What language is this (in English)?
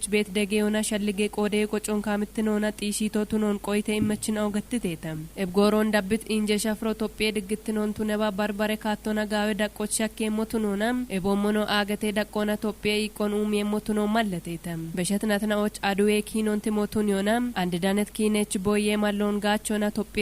Kafa